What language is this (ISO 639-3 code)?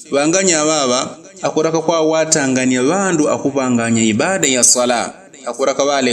yao